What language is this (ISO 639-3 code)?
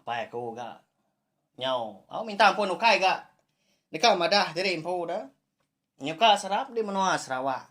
iba